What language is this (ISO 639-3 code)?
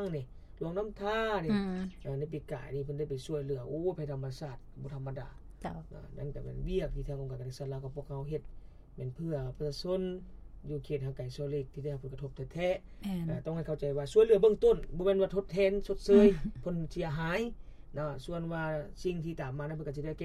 lao